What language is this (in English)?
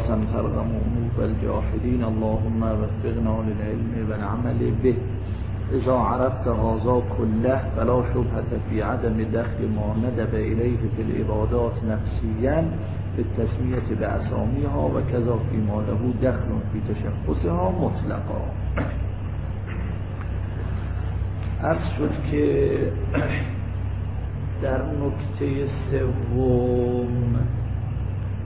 Persian